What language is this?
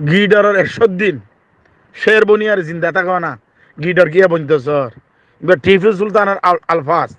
Rohingya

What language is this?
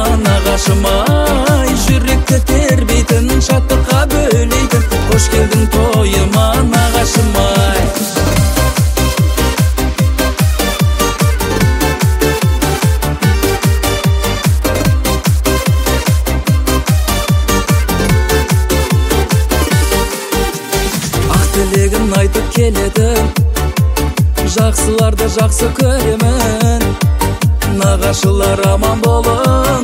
Kazakh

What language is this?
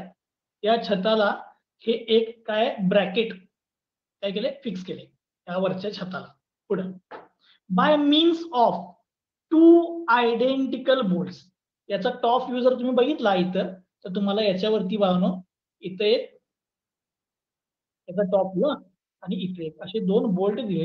Marathi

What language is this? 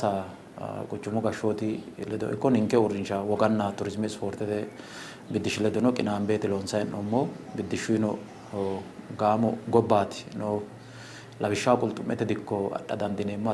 Sidamo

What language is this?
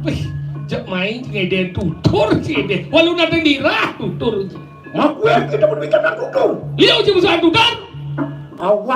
Balinese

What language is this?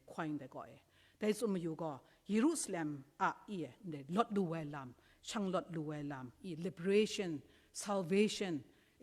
Kachin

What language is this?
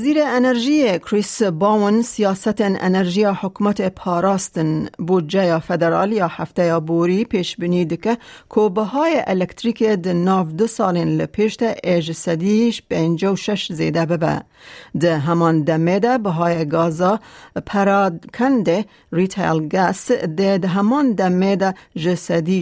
Kurdish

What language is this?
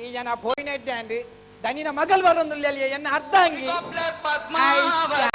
Tulu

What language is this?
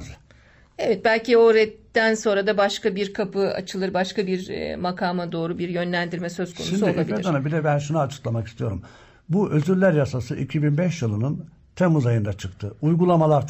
Turkish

